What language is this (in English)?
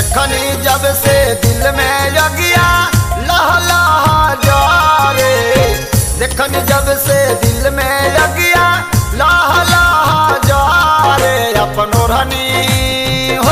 Bhojpuri